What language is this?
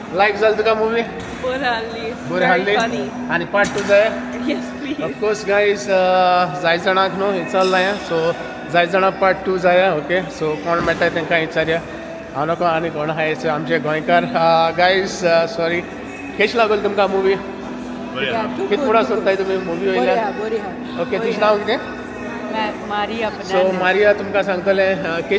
Konkani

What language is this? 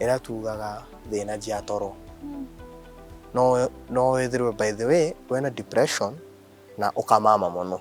Meru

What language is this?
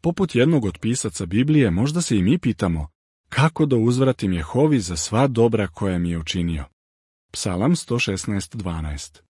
Serbian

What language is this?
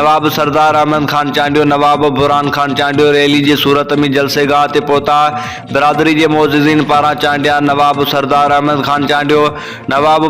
Sindhi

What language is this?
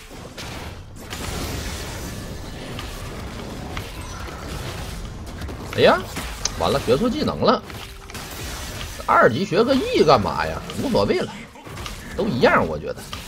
Chinese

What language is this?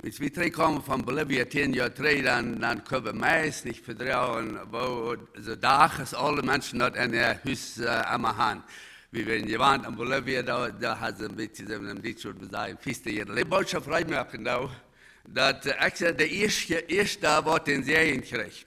Plautdietsch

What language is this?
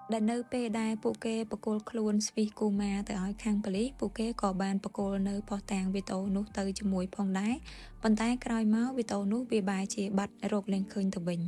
Khmer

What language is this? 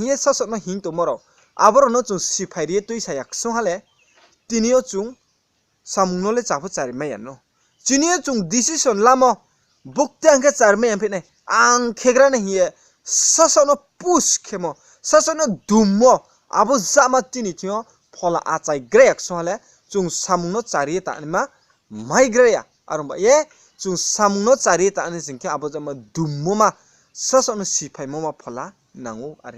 Riang (India)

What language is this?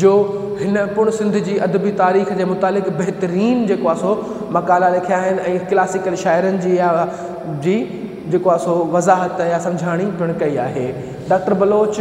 Sindhi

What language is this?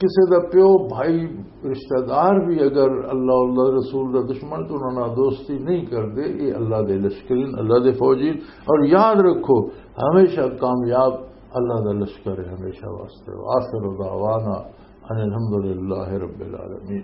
Western Panjabi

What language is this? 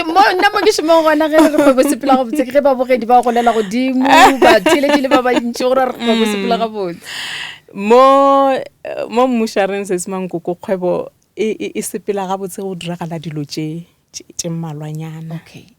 Northern Sotho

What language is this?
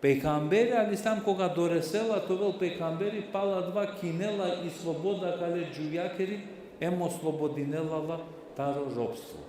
Balkan Romani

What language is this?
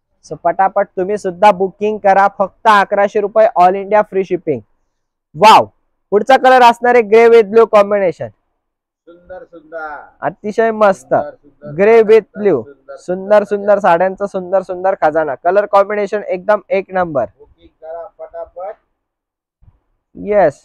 Marathi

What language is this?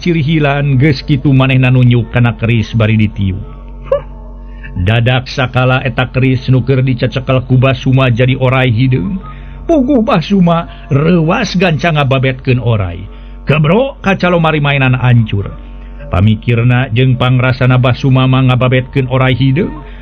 Sundanese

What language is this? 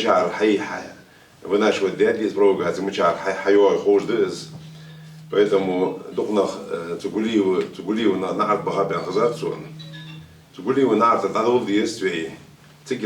Ingush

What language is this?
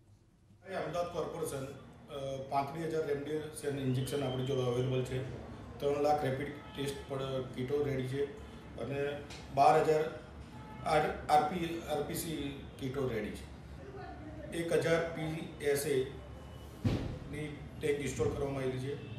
Gujarati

